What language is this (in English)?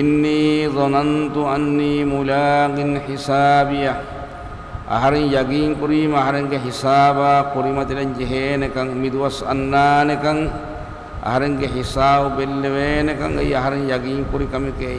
Divehi